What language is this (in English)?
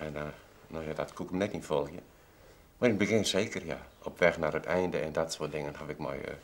Western Frisian